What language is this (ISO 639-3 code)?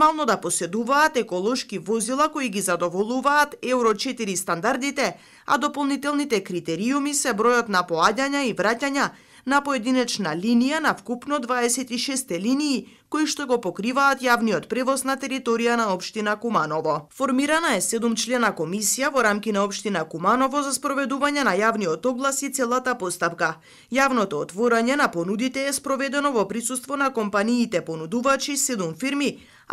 mkd